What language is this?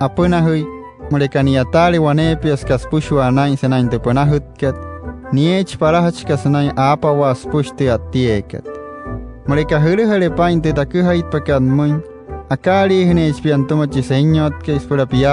Wayuu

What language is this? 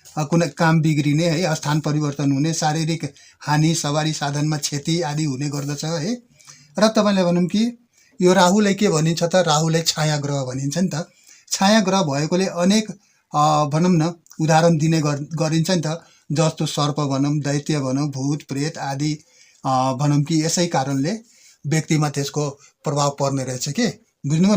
Nepali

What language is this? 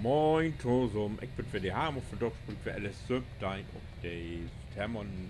Low German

